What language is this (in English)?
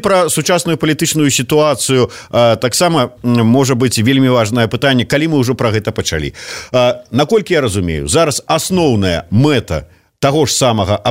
Belarusian